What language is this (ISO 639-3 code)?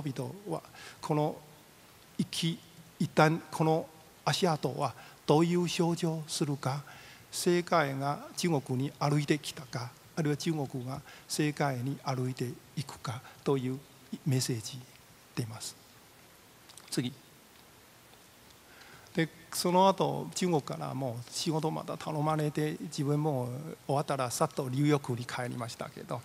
jpn